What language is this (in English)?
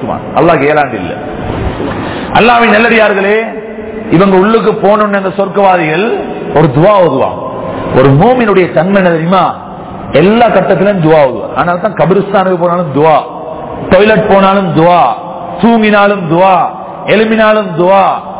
Tamil